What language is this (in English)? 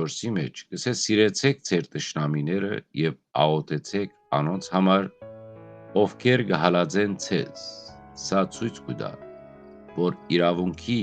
Western Armenian